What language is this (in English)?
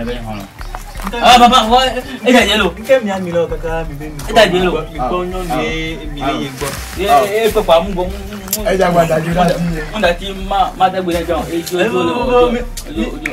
Ewe